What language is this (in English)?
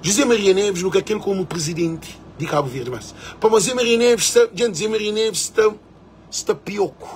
Kabuverdianu